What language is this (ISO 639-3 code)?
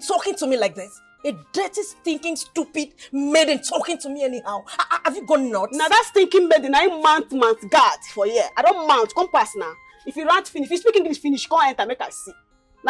pcm